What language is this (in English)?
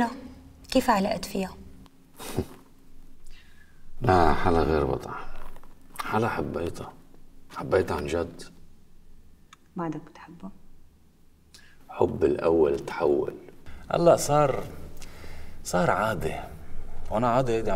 North Levantine Arabic